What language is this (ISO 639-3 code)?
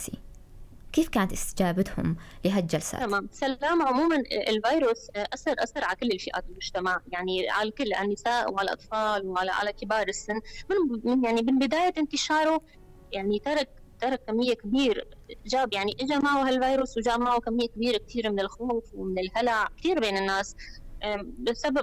apc